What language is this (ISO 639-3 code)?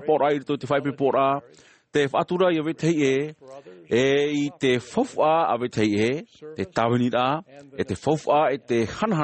tah